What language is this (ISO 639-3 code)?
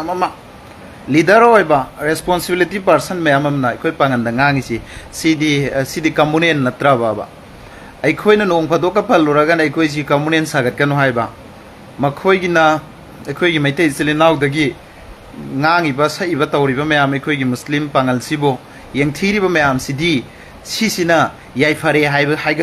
mni